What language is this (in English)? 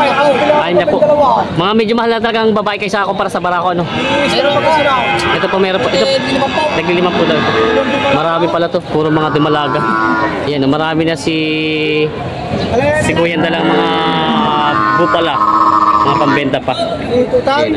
Filipino